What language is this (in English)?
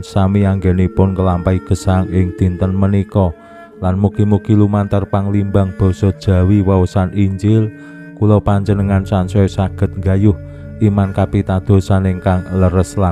Javanese